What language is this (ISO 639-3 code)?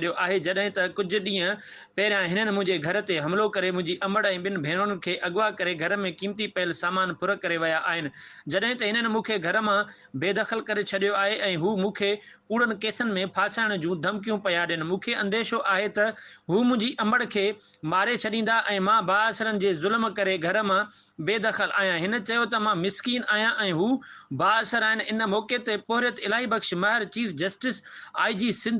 snd